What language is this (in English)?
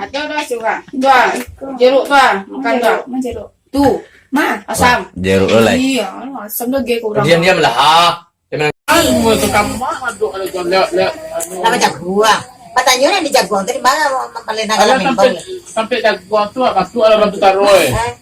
Minangkabau